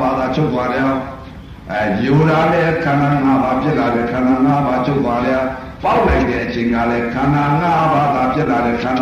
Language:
Burmese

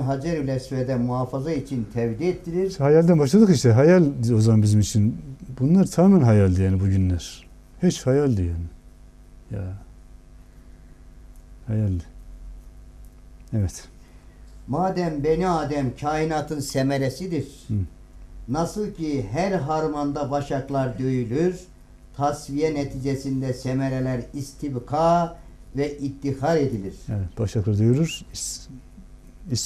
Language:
Turkish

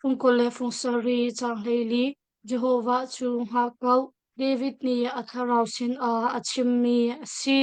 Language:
Hakha Chin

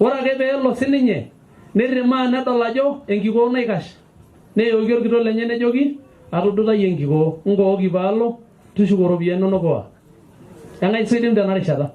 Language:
Masai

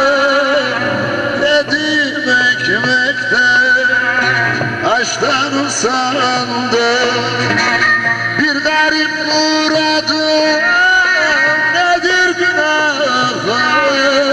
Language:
Turkish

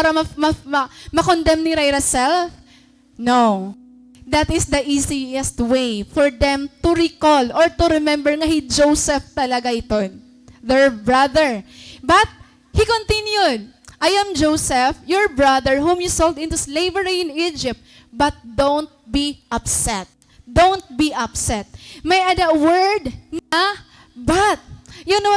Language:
Waray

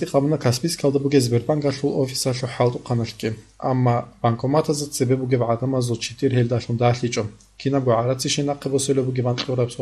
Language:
Avaric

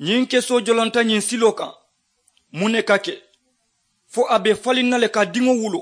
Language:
Mandingo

